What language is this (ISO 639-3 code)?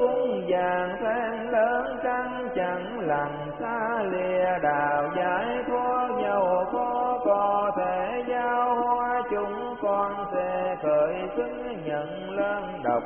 vie